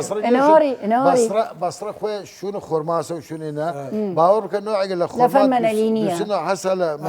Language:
Southern Kurdish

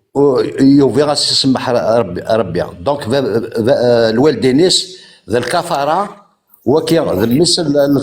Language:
Kabyle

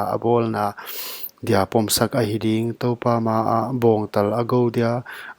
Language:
Paite Chin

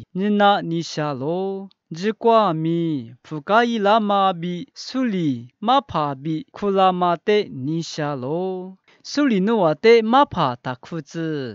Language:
Lisu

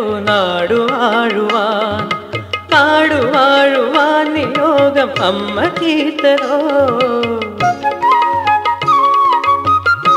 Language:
Malayalam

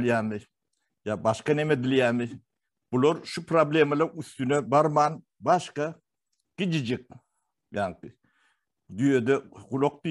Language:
Turkmen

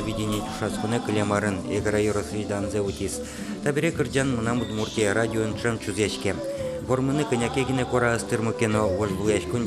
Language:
Udmurt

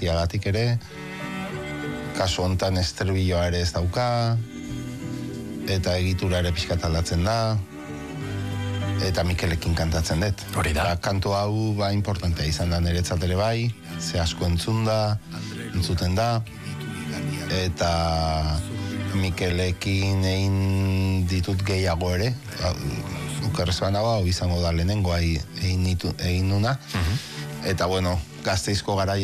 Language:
Basque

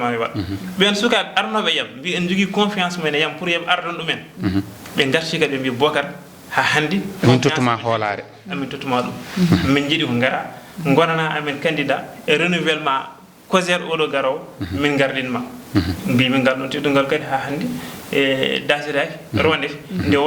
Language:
Fula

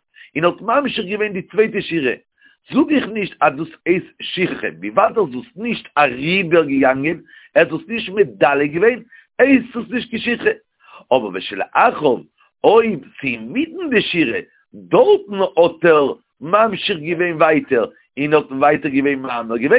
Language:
Yiddish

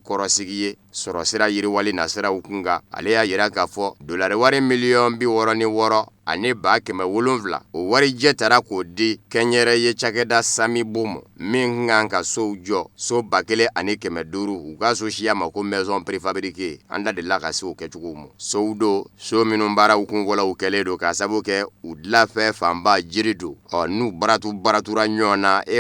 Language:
Bambara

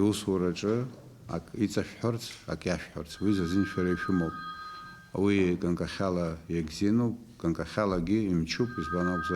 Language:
Abkhazian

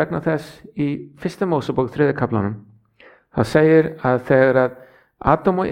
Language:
Icelandic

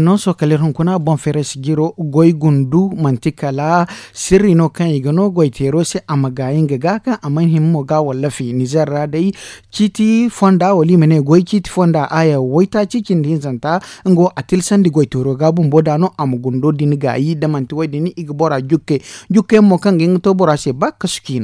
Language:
Zarma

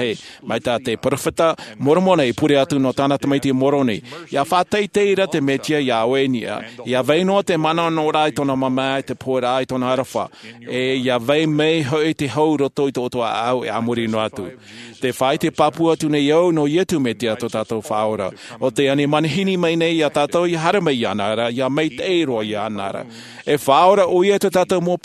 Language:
Tahitian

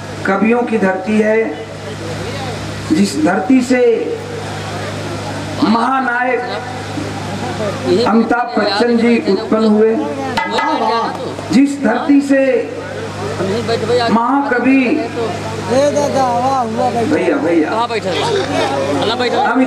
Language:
Bhojpuri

